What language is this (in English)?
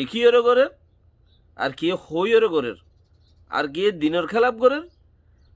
Rohingya